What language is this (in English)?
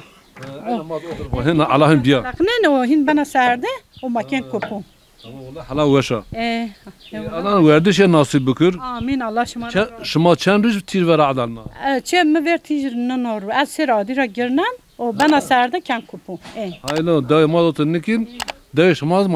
Zaza